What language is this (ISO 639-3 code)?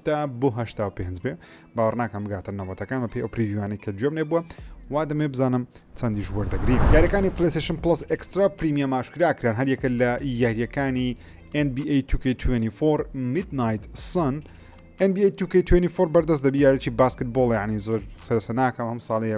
ckb